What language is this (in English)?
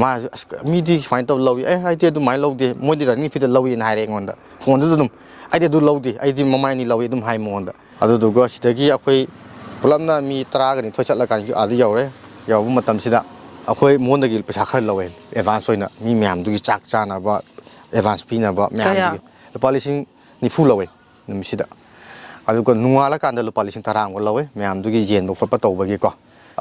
Manipuri